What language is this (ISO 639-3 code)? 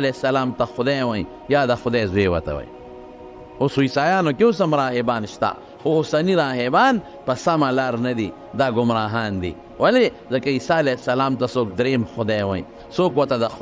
pus